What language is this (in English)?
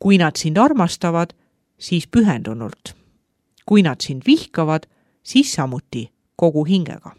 Estonian